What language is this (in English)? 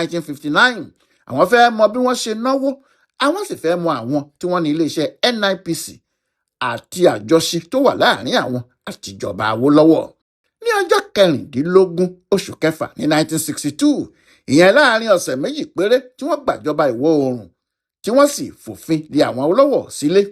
Yoruba